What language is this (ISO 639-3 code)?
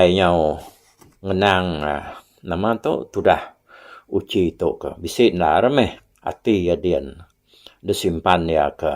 iba